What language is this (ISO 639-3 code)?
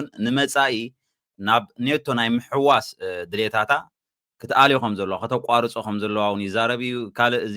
tir